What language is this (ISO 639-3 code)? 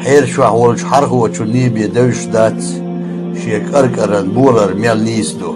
che